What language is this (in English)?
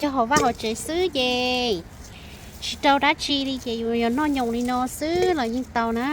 Hmong